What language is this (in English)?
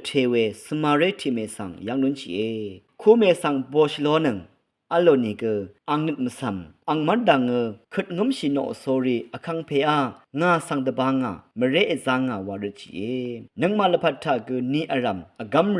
Rawang